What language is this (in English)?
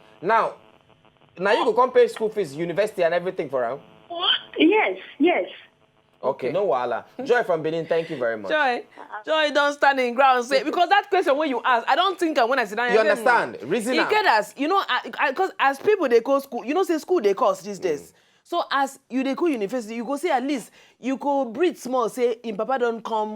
Nigerian Pidgin